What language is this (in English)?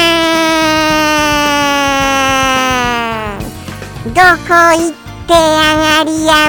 Japanese